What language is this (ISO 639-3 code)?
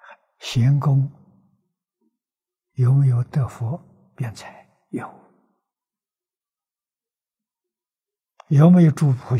zho